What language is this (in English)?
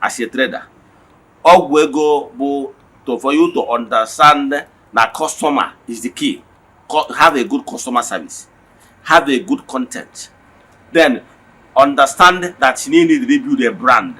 Igbo